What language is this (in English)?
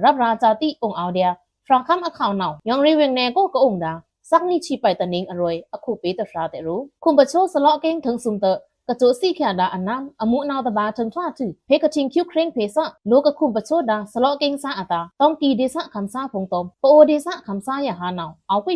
Pa'o Karen